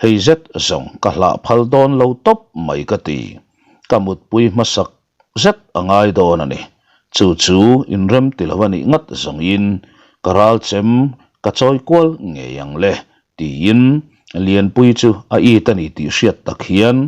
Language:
Mizo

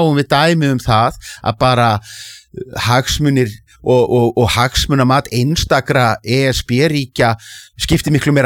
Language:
Icelandic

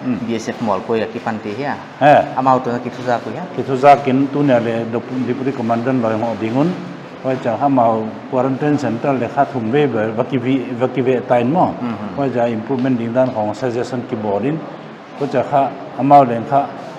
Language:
Paite Chin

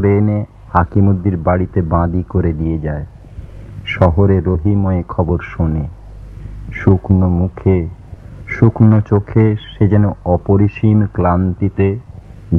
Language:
Bangla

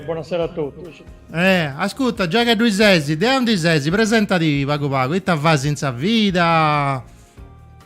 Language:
Sardinian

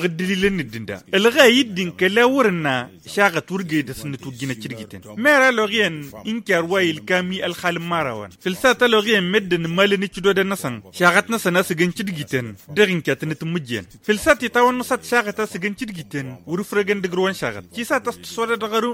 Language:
Tamasheq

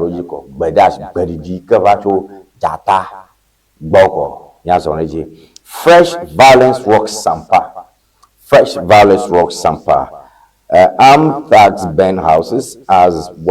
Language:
Ewe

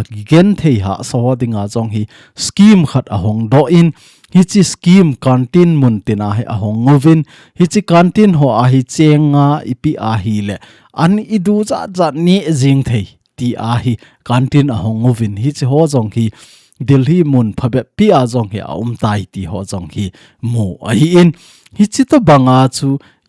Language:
Thado Chin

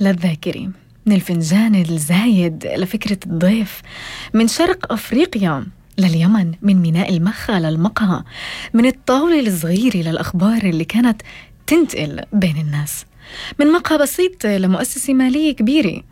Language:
North Levantine Arabic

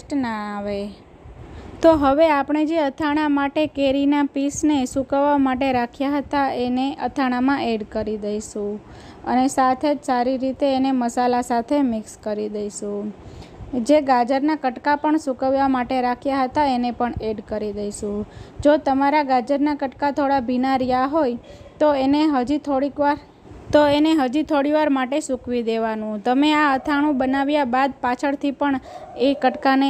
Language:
Gujarati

